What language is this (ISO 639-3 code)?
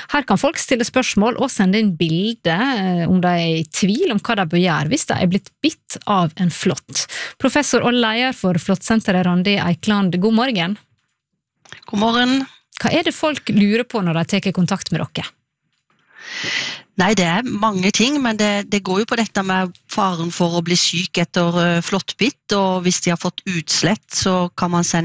nor